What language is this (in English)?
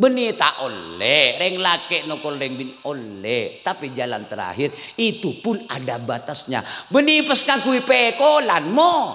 Madurese